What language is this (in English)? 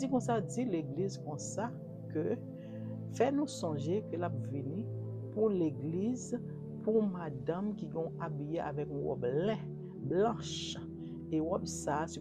Haitian Creole